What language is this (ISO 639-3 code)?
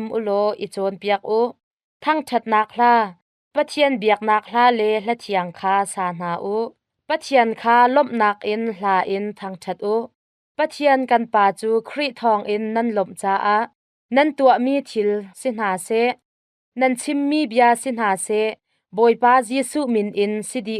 cnh